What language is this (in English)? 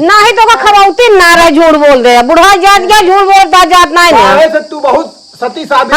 Awadhi